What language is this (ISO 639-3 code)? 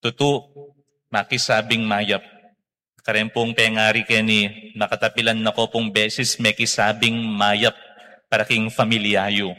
pam